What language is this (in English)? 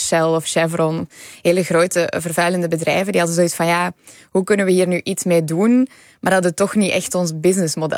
Dutch